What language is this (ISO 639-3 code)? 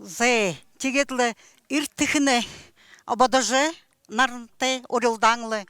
bua